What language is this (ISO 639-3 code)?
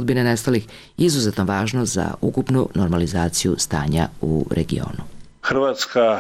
srp